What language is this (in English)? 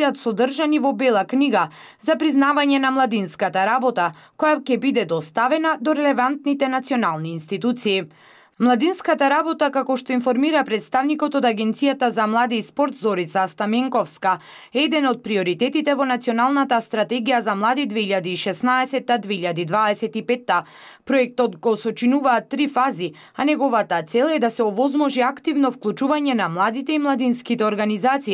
Macedonian